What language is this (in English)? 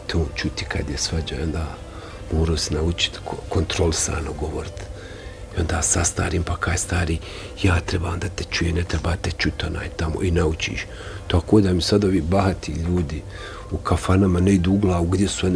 Bosnian